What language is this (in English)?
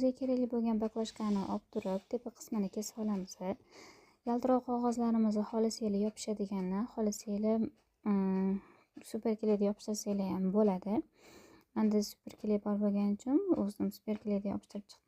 Uzbek